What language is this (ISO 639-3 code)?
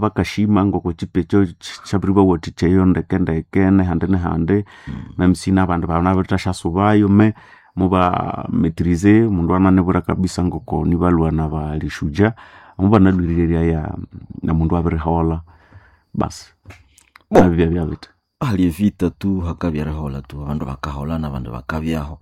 nnb